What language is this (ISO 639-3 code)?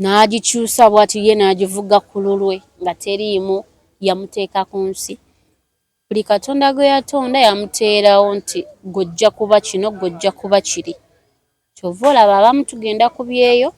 lug